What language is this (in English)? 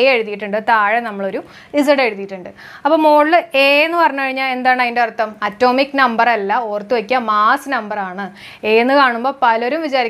Malayalam